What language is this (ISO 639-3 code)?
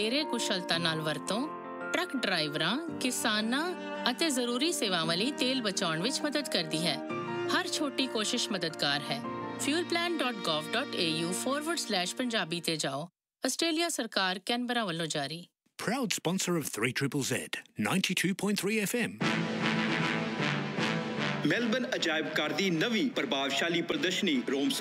pan